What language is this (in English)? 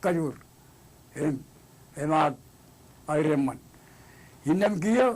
Marshallese